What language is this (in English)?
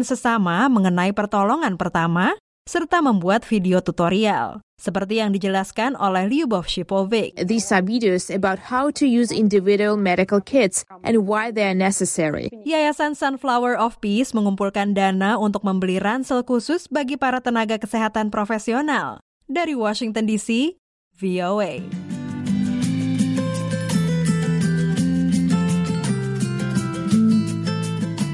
Indonesian